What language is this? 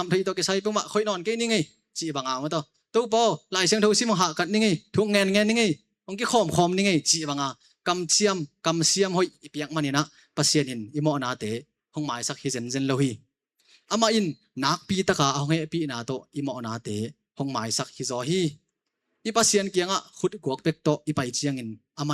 Tedim Chin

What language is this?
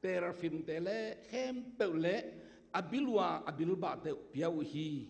Tedim Chin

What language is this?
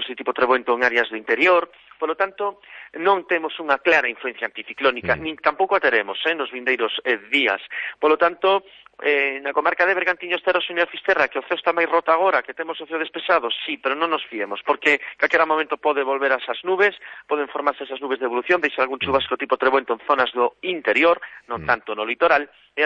Galician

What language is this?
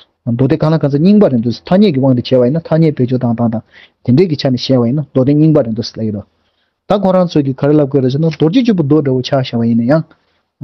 Tibetan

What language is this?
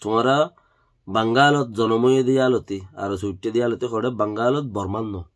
Rohingya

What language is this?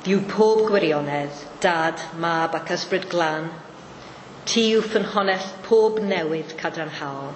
Welsh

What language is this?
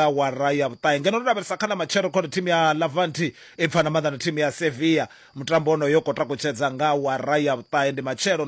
Venda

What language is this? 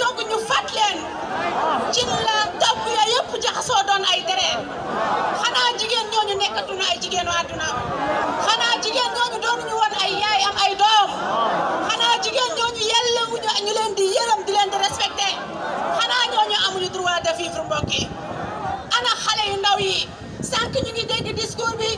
Wolof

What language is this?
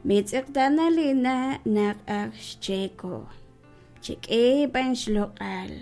Kekchí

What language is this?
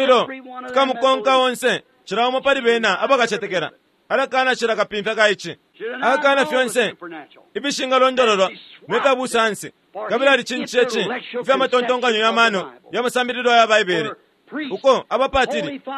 Bemba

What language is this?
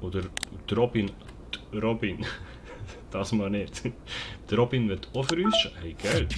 Swiss German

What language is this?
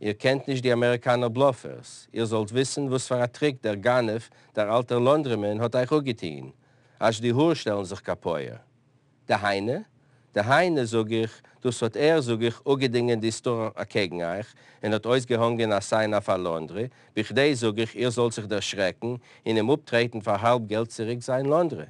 Yiddish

